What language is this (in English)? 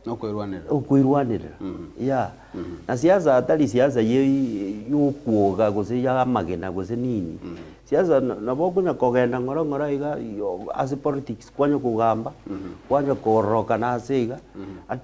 Gusii